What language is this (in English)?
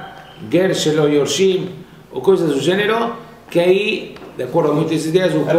Portuguese